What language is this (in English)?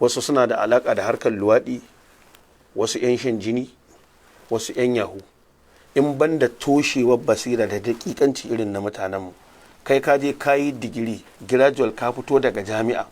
Hausa